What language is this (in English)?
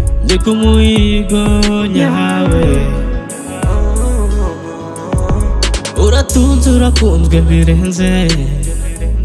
Kinyarwanda